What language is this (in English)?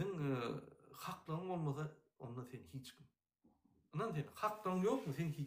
Turkmen